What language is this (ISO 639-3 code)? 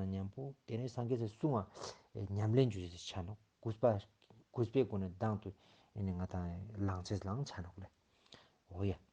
lbj